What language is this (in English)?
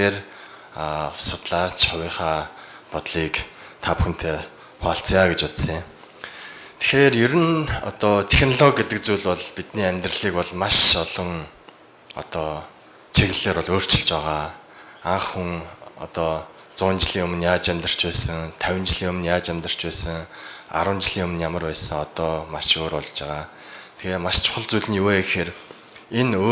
Mongolian